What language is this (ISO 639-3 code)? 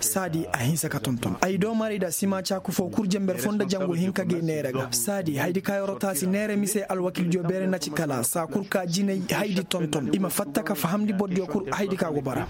ses